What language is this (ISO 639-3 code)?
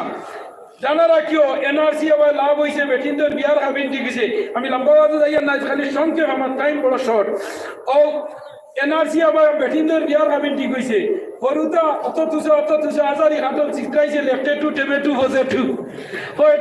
syl